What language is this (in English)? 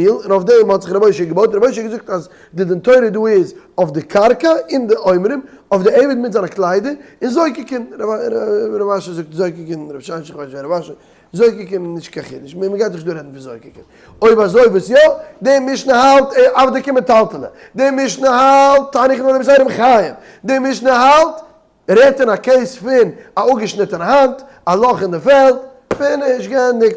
Yiddish